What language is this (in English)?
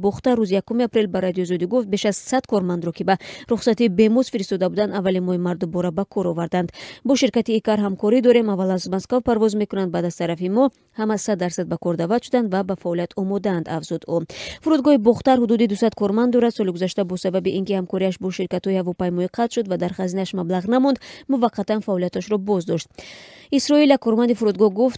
Tajik